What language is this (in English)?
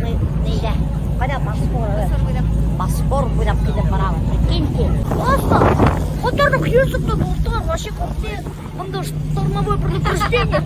Bashkir